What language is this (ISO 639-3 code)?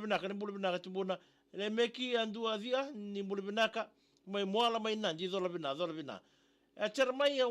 fij